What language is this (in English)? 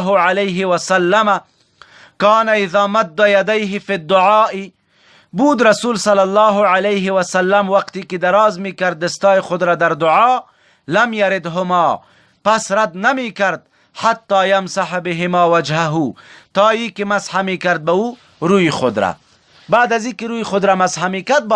Persian